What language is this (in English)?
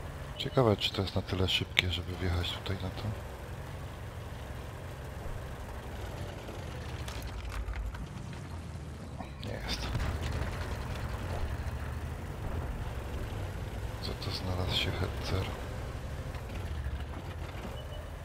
Polish